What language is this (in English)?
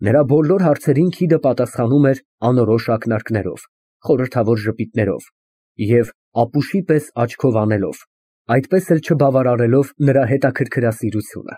Armenian